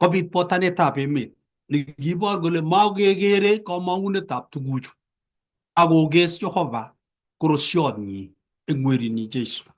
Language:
Kalenjin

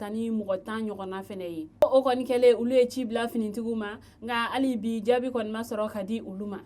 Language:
Bambara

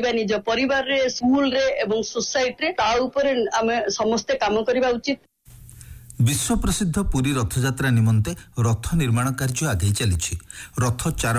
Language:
Odia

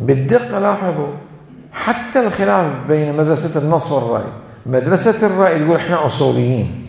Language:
Mesopotamian Arabic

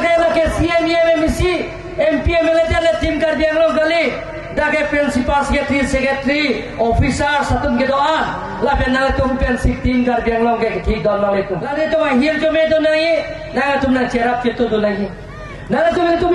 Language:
Karbi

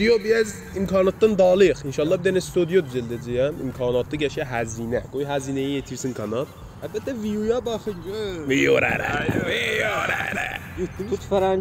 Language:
South Azerbaijani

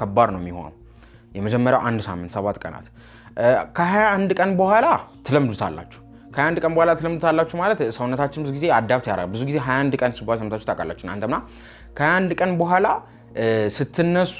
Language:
Amharic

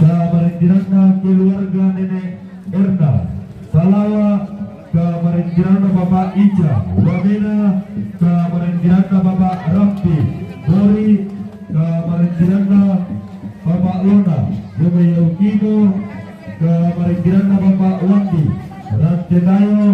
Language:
Toraja-Sa'dan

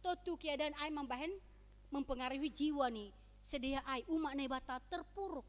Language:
Batak Simalungun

